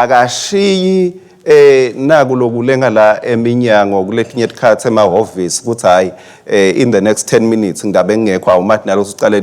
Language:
Swati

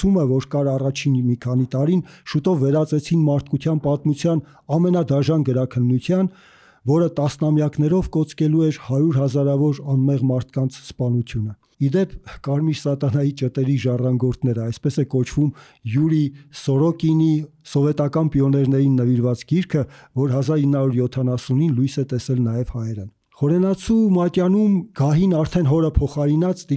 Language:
Armenian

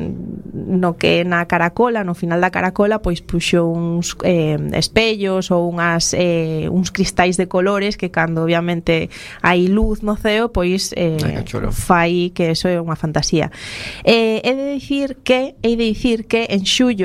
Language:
Galician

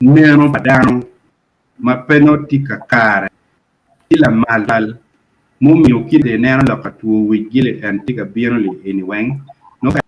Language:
Acoli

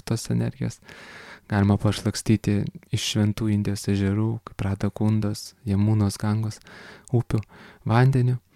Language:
Lithuanian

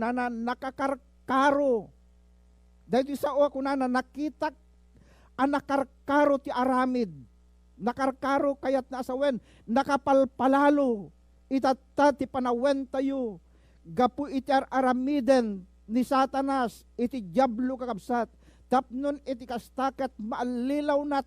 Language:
Iloko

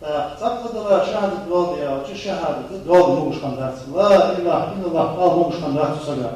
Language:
Ingush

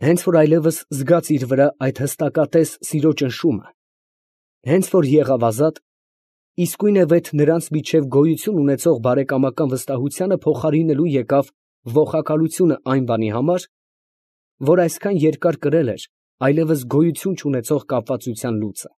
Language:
Armenian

